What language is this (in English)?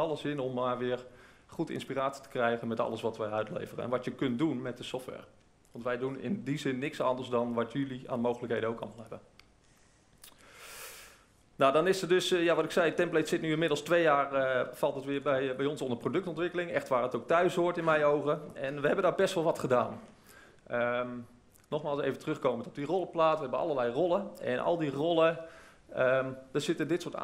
Dutch